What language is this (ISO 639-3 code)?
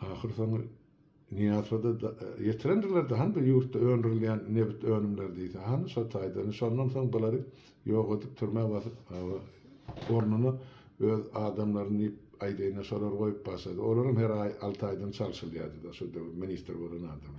tuk